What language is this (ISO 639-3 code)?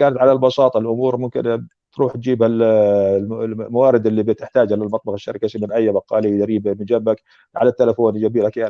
apc